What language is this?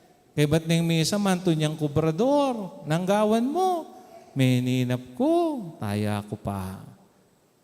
Pampanga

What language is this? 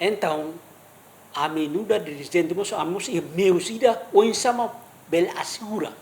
Tetum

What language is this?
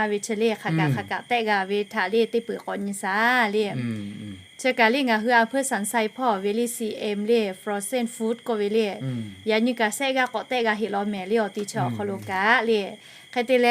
Lahu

